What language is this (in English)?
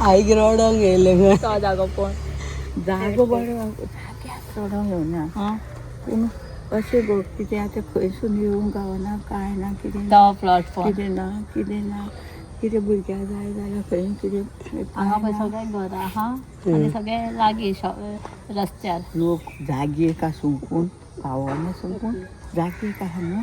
Konkani